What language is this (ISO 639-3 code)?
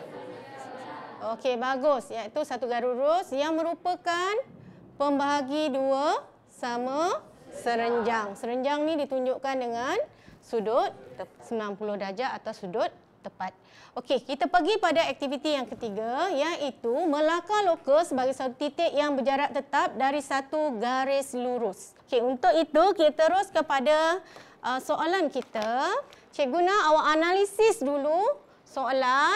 msa